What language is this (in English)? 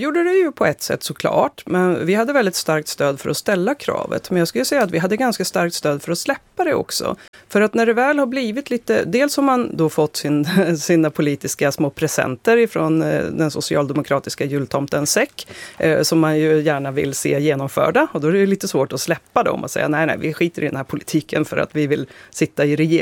Swedish